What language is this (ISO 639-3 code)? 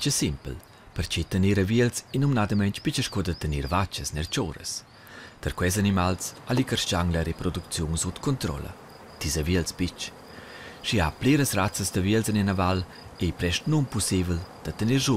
roh